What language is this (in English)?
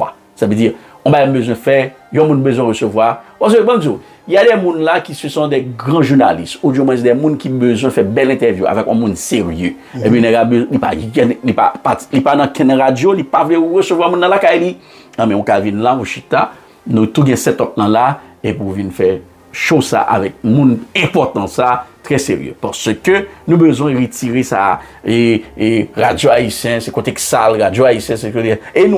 Haitian Creole